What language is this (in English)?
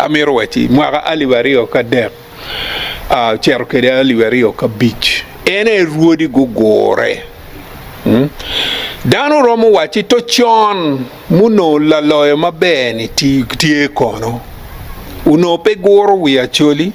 Acoli